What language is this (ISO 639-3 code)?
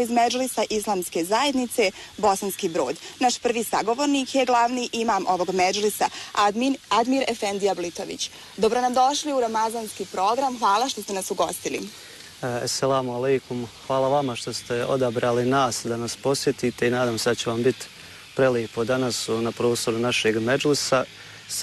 bos